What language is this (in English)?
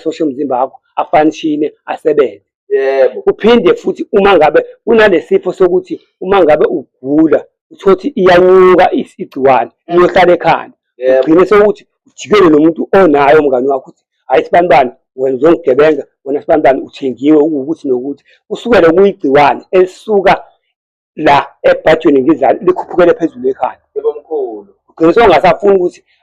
Zulu